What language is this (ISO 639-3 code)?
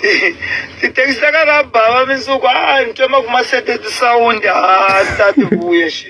tso